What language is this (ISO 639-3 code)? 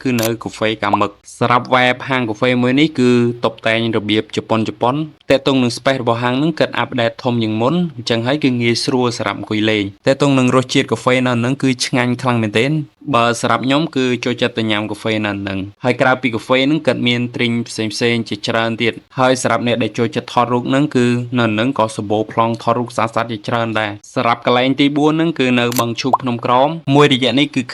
khm